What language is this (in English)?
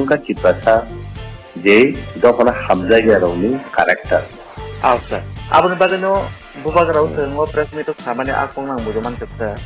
Kok Borok